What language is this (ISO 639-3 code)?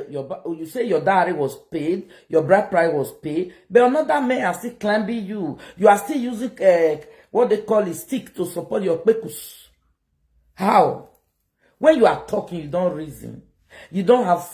pcm